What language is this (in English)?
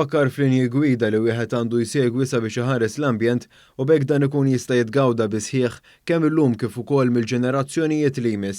Maltese